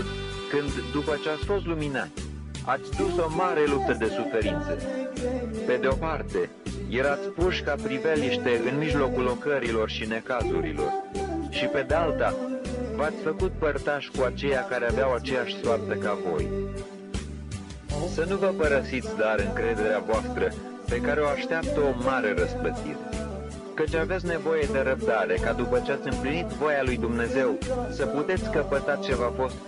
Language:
Romanian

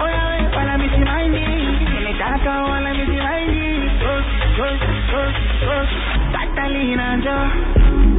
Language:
Swahili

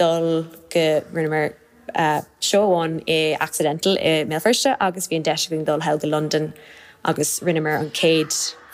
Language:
Irish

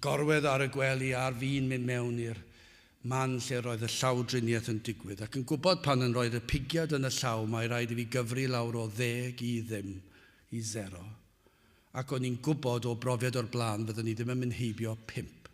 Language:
Welsh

